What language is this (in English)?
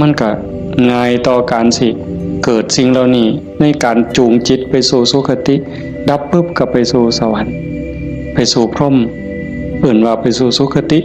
Northeastern Thai